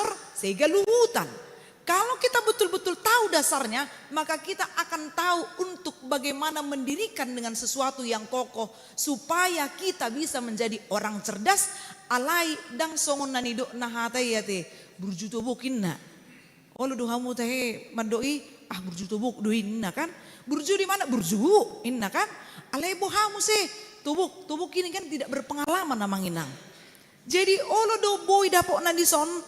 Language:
Batak Toba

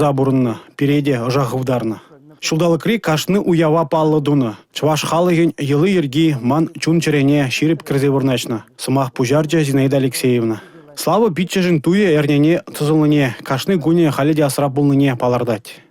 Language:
Chuvash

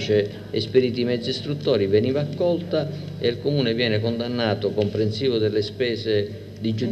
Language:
Italian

